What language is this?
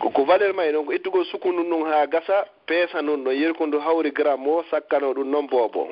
Fula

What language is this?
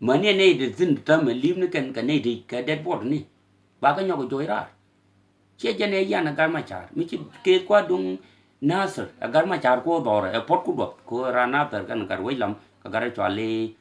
Nuer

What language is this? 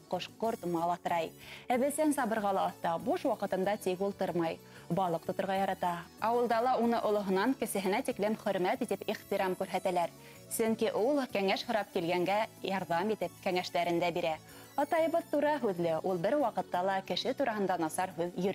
Bashkir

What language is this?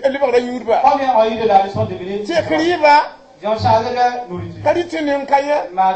Mossi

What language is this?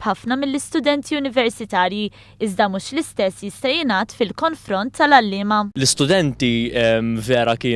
Maltese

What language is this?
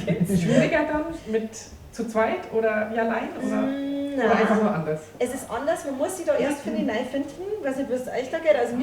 Bavarian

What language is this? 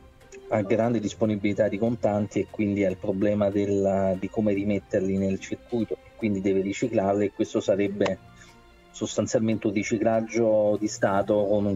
Italian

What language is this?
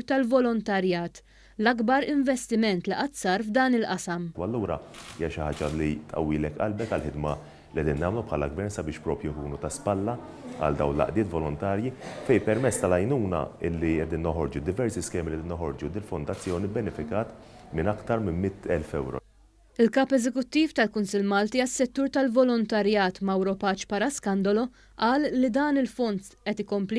Maltese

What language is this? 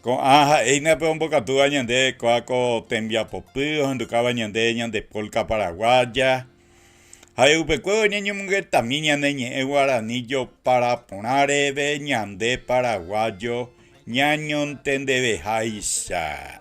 Guarani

